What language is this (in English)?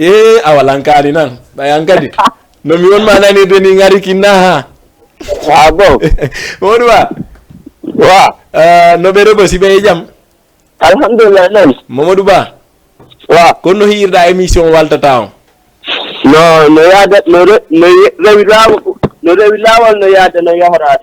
Fula